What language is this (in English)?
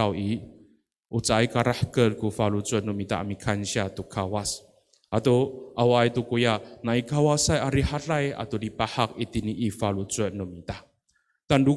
Amis